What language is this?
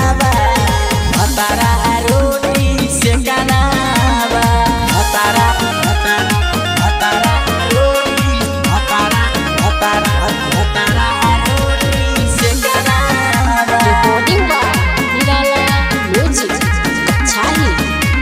Bhojpuri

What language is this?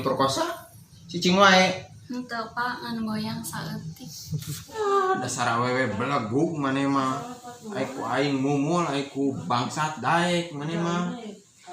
Sundanese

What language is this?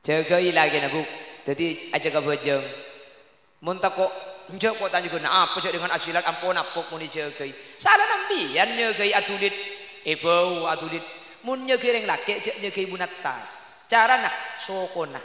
Madurese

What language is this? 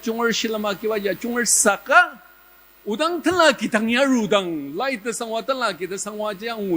Ao Naga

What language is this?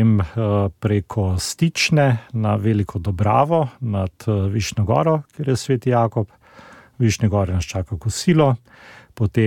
Slovenian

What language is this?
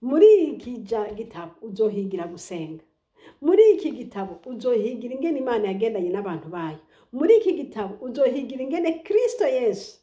Rundi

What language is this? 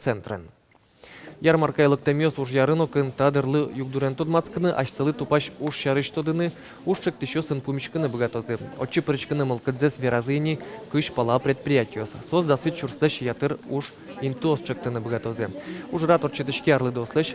Udmurt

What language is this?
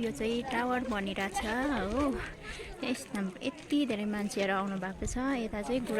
Nepali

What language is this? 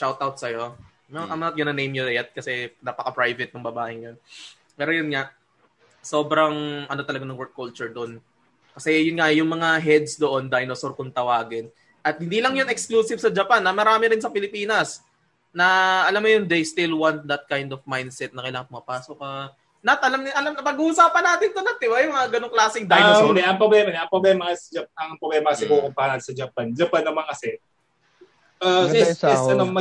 Filipino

